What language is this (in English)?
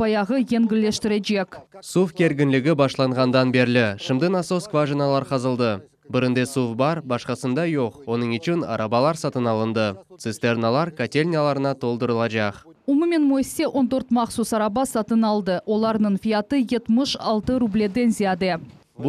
Crimean Tatar